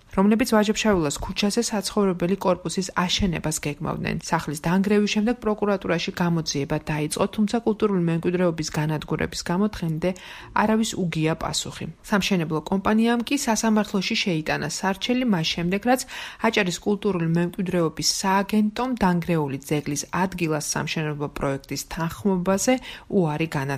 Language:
Georgian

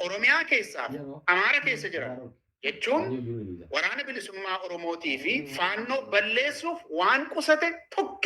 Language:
Oromo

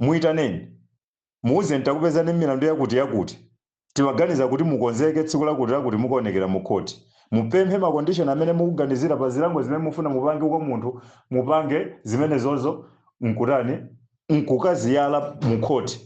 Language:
Nyanja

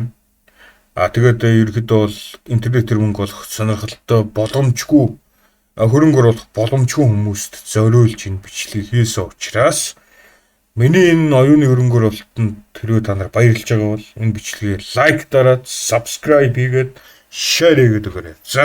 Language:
Mongolian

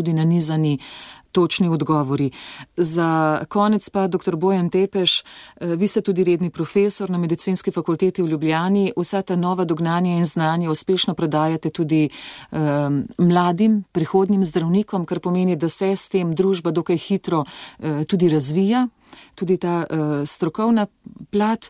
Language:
Slovenian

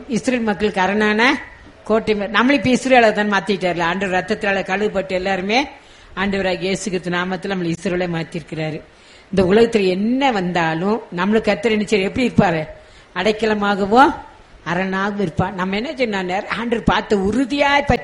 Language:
Tamil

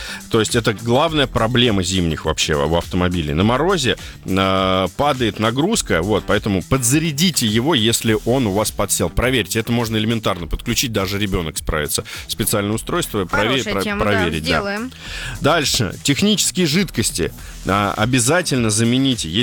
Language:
Russian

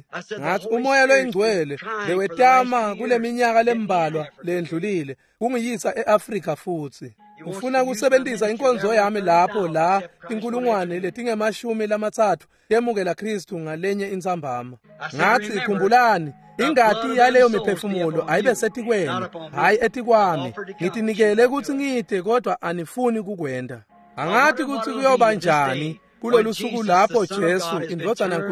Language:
Swati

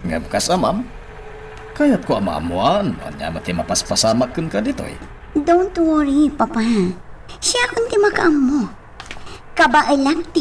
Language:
Iloko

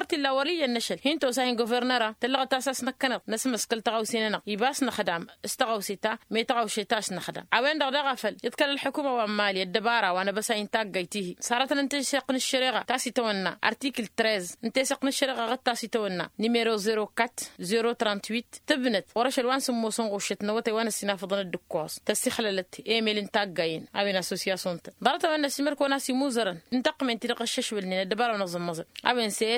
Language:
Tamasheq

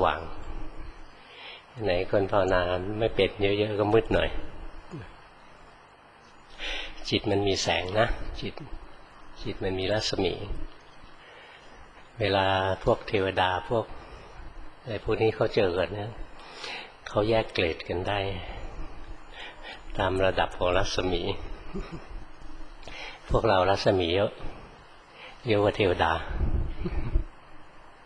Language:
Thai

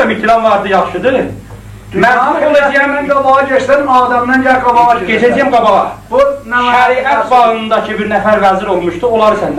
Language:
South Azerbaijani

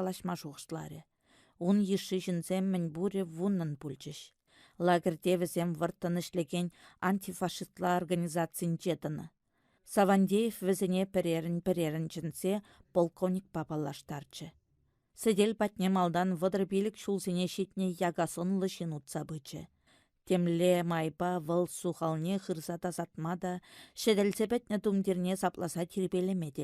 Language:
Chuvash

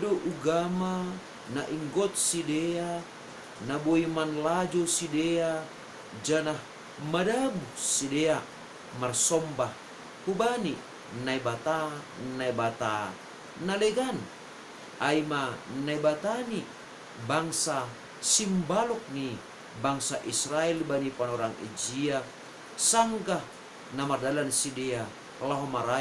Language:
Batak Simalungun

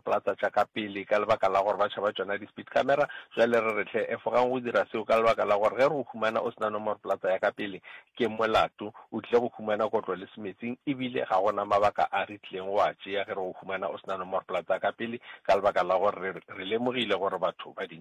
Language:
Northern Sotho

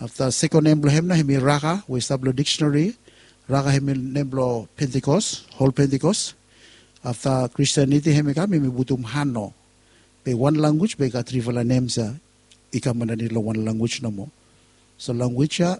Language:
Bislama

